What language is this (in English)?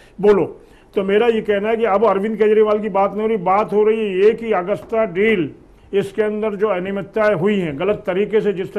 Hindi